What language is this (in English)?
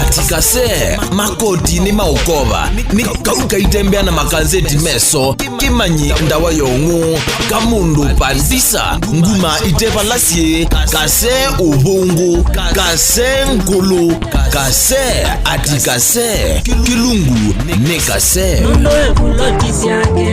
Kamba